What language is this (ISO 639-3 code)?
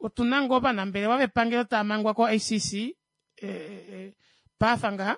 kua